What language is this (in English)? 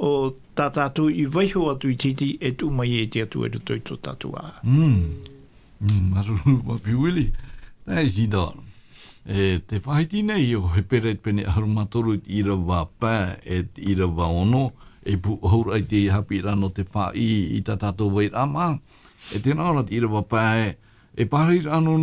Tahitian